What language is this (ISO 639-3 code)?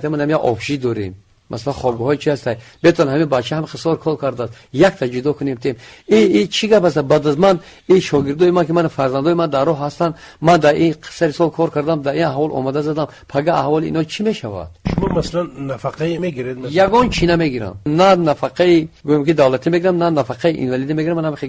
tgk